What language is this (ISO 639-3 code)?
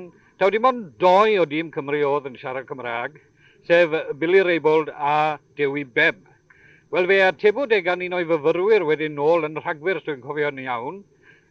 cym